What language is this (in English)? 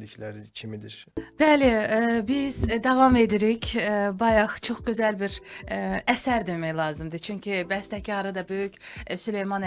Azerbaijani